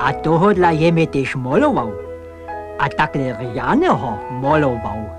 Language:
Upper Sorbian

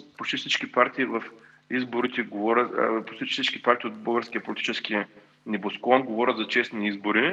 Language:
Bulgarian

